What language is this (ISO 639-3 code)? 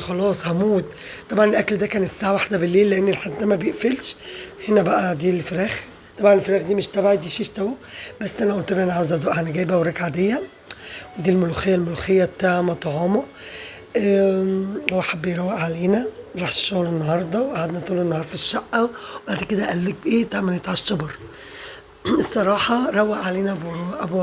arz